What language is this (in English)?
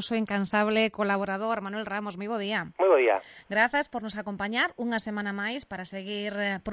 Galician